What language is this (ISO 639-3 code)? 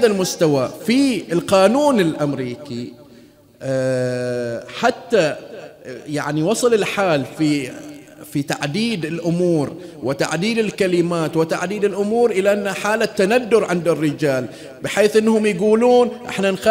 ara